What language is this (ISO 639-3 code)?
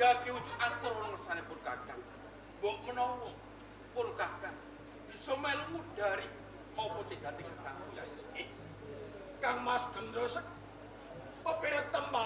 jav